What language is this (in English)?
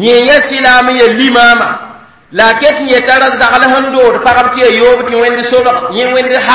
Mossi